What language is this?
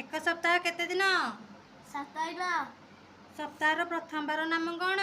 Odia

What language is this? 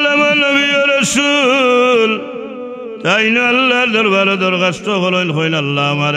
Sylheti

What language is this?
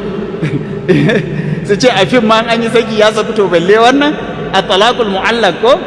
Hausa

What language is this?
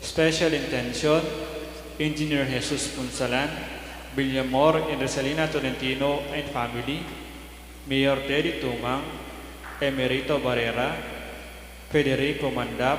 Pampanga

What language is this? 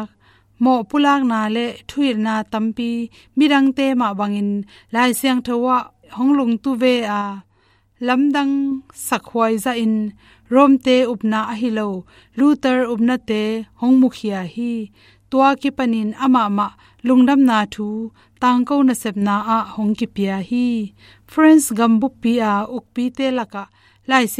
Tedim Chin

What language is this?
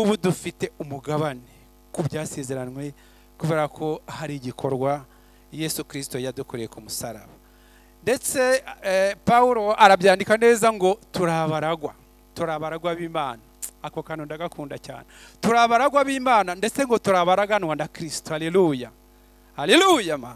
Kinyarwanda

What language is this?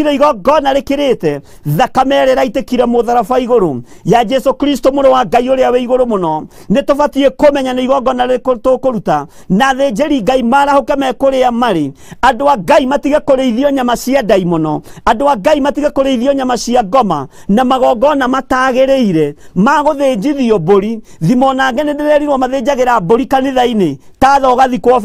Kikuyu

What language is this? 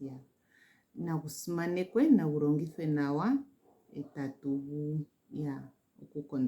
Ndonga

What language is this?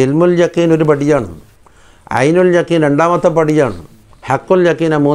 Malayalam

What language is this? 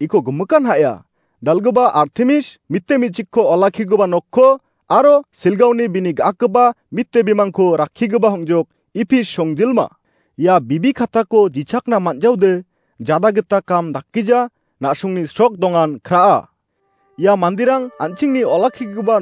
Garo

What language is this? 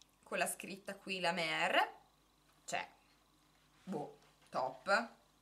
Italian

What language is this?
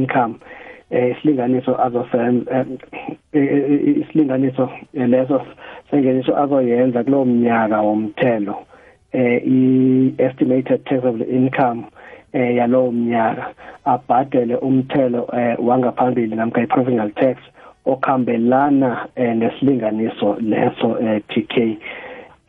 South Ndebele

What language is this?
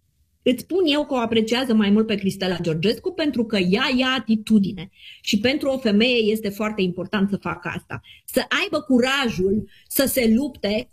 Romanian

